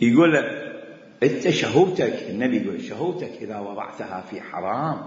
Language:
Mesopotamian Arabic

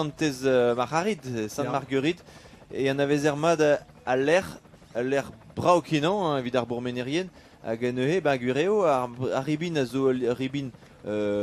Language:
Breton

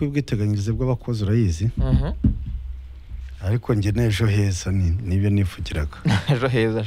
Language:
Kinyarwanda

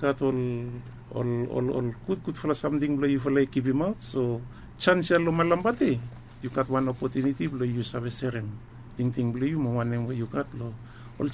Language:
Bislama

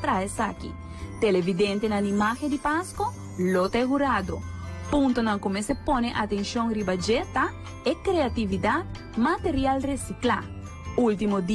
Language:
Papiamento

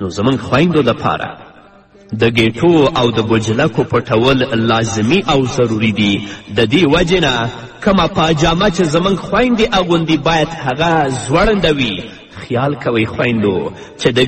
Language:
Pashto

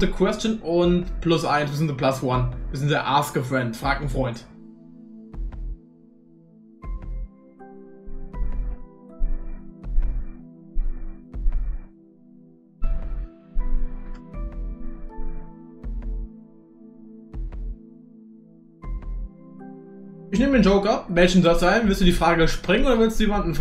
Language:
German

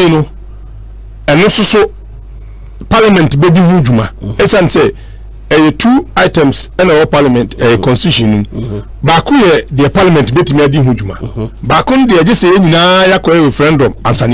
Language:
Akan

